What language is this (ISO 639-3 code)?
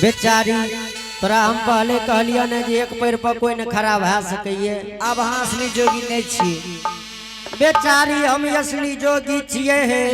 anp